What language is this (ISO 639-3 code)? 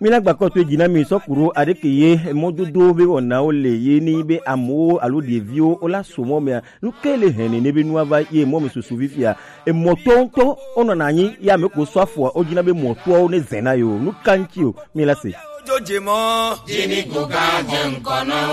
gej